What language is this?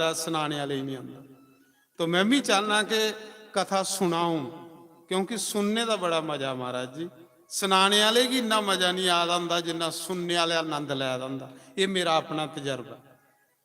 Dogri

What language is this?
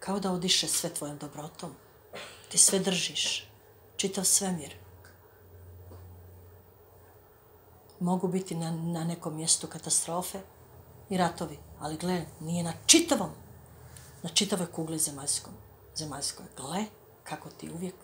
Croatian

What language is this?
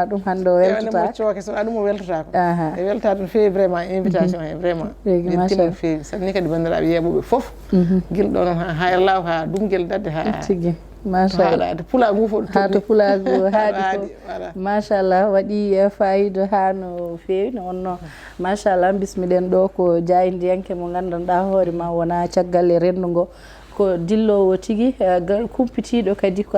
Fula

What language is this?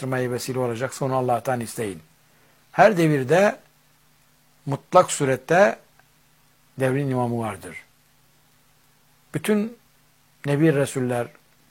Turkish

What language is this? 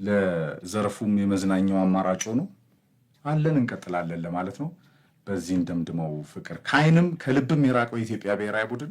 Amharic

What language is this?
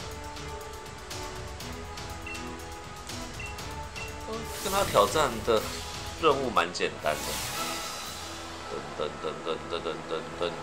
Chinese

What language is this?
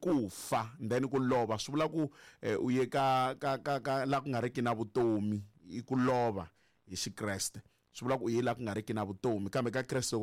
Tsonga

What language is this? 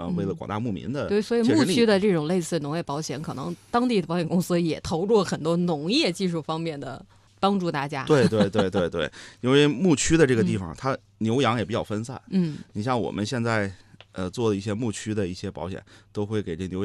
Chinese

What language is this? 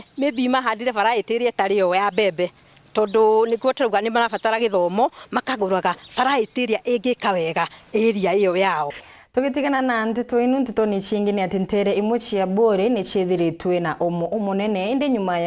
Meru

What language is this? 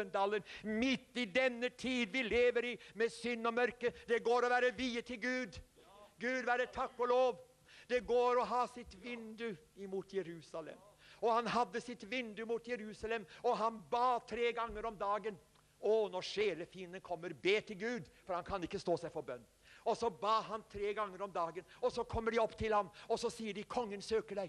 Norwegian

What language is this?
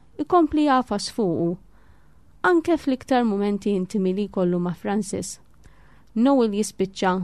Maltese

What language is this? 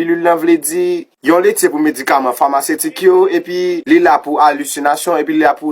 Haitian Creole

